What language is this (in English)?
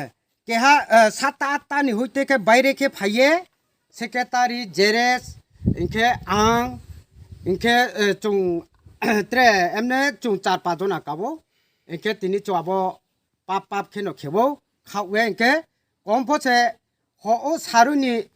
Riang (India)